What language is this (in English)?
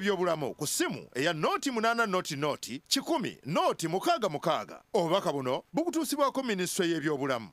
Ganda